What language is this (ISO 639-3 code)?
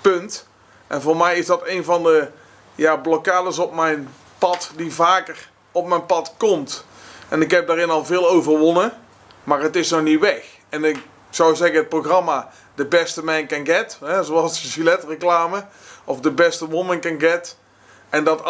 nld